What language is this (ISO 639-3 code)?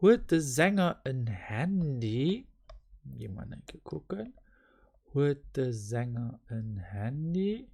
ltz